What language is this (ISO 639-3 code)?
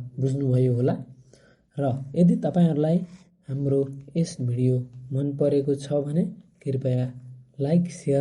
nep